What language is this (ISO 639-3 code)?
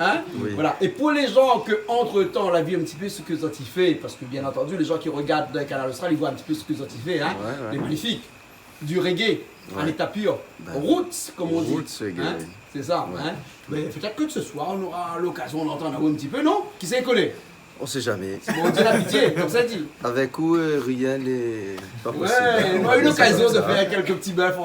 rcf